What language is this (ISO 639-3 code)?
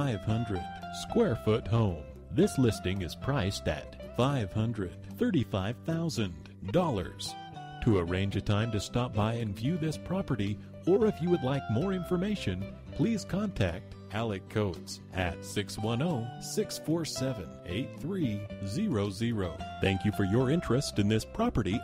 eng